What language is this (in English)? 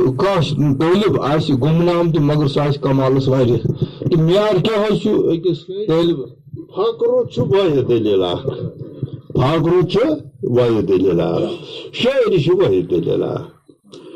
Kashmiri